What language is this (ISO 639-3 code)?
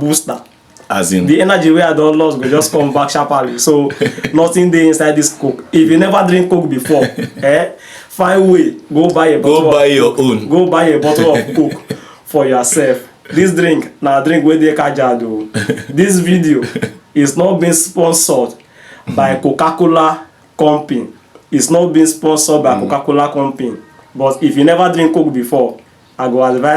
pcm